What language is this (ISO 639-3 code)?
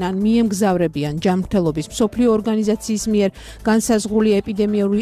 kat